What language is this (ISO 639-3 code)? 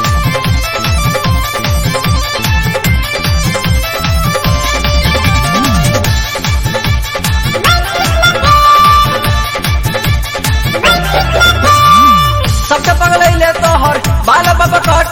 bho